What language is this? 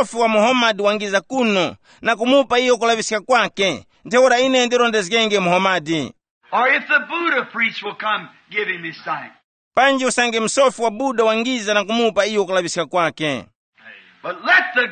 Tumbuka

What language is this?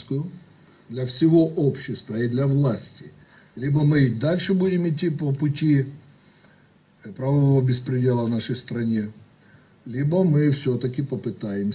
Russian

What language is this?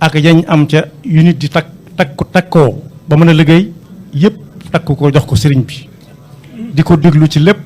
Wolof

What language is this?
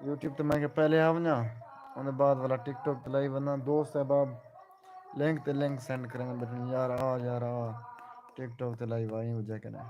Saraiki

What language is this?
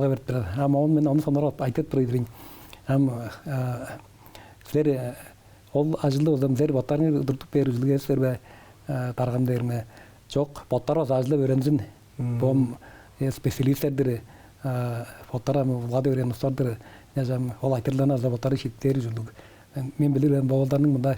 Tuvinian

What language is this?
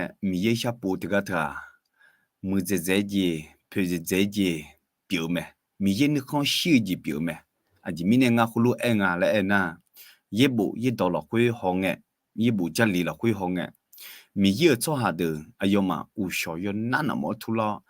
Akha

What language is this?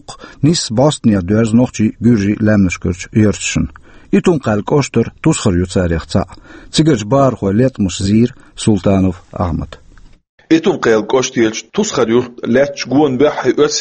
Chechen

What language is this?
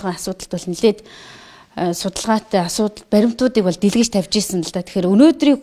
Mongolian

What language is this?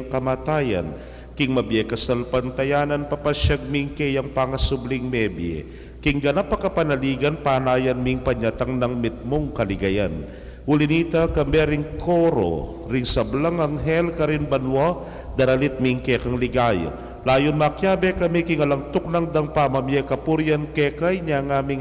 Pampanga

